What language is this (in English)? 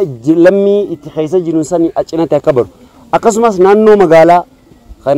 Oromo